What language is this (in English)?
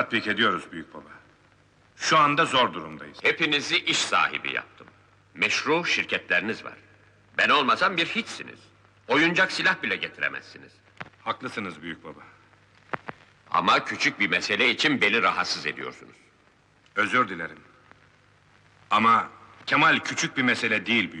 Turkish